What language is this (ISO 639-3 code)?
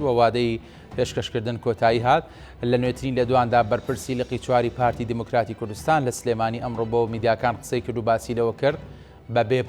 ckb